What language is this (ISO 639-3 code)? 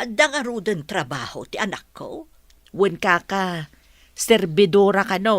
ilo